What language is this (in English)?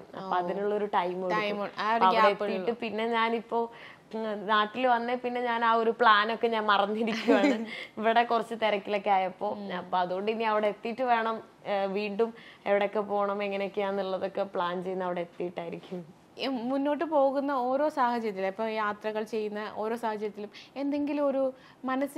Malayalam